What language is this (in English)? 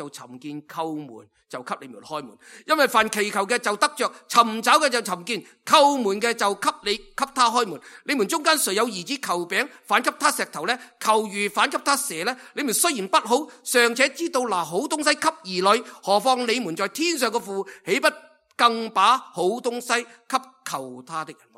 Cantonese